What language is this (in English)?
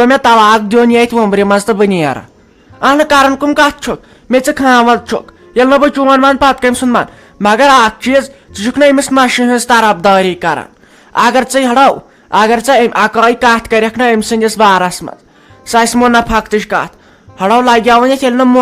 Kashmiri